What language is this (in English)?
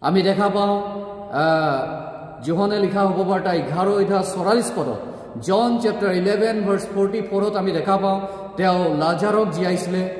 Assamese